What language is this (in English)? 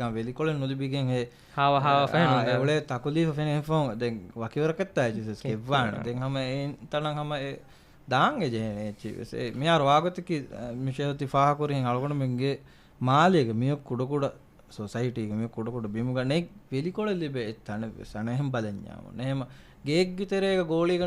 Divehi